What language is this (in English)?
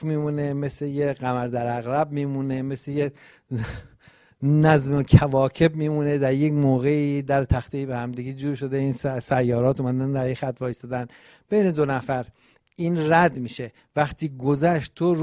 Persian